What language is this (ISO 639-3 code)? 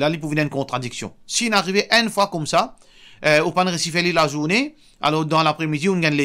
mfe